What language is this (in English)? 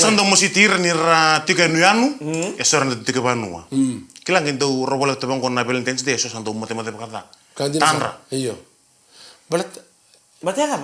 Fijian